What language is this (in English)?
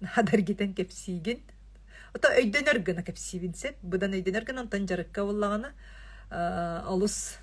Yakut